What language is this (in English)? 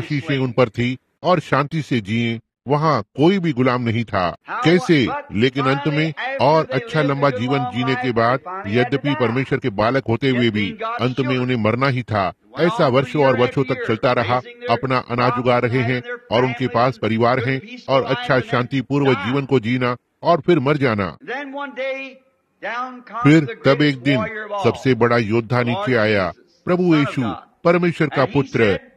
Hindi